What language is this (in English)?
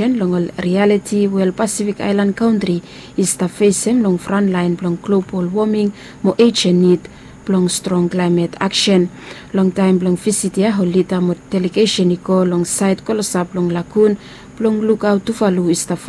Bislama